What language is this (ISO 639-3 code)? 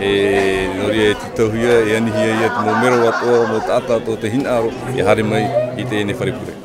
tah